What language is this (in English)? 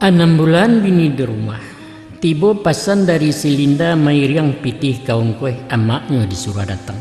Minangkabau